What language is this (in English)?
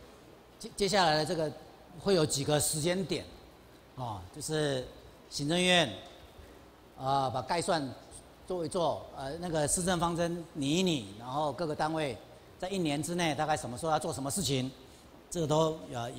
Chinese